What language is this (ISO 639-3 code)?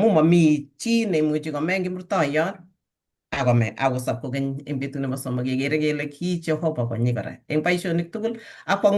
kln